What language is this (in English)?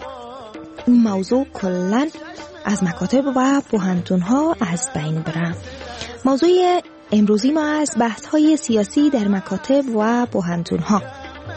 Persian